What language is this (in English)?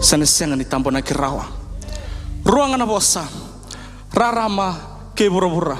Fijian